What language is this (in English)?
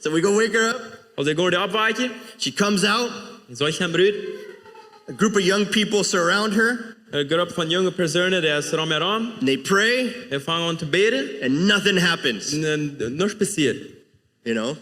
Plautdietsch